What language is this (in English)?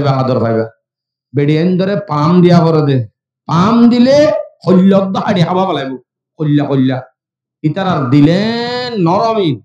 Rohingya